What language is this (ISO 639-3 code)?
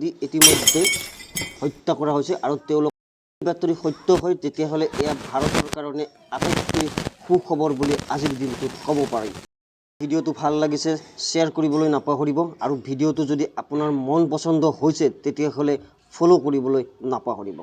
asm